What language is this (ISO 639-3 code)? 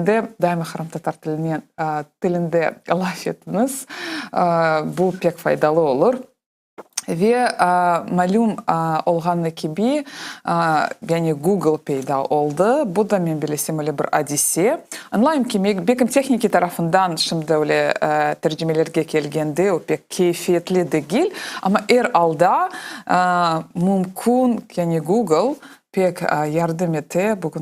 crh